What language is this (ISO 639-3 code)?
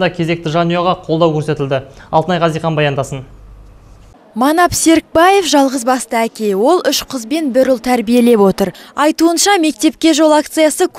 kaz